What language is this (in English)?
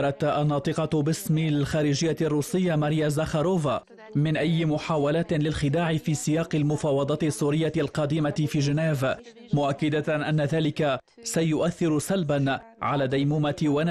Arabic